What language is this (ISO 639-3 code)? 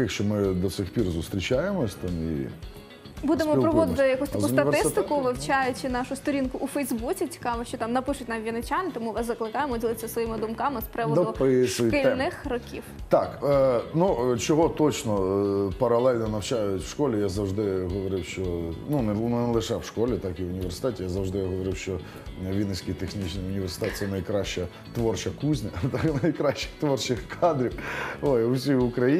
ukr